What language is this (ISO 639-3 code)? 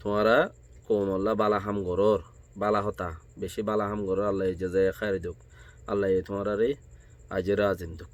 rhg